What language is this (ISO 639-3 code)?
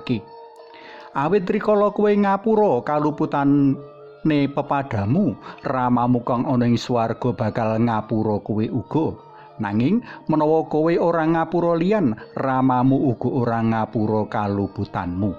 jav